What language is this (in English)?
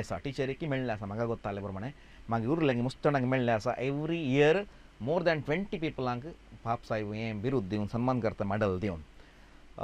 Konkani